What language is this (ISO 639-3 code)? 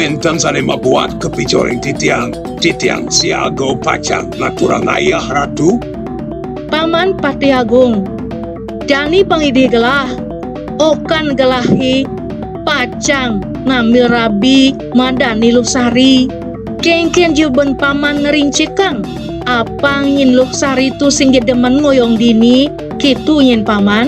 ban